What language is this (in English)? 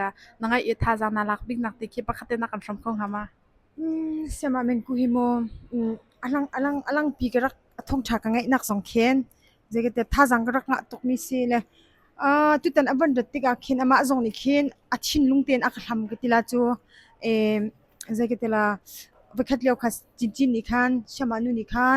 Hakha Chin